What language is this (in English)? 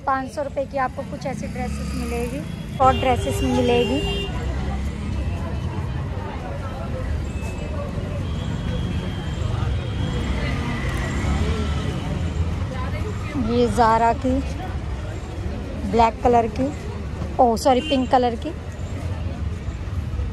Hindi